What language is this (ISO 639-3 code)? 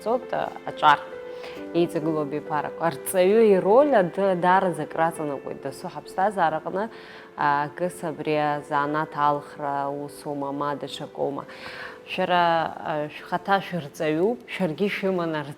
abk